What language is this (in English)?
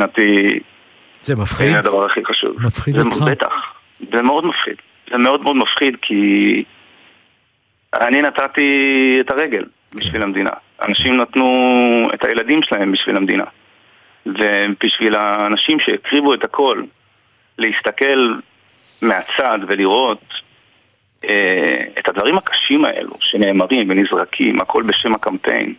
Hebrew